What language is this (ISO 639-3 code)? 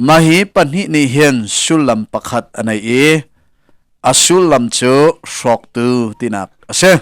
cnh